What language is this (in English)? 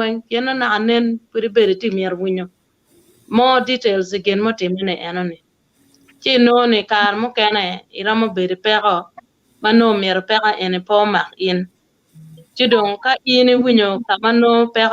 Acoli